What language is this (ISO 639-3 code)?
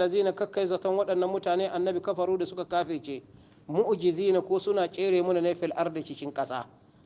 hau